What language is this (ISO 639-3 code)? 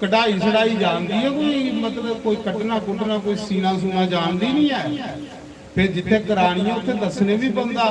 doi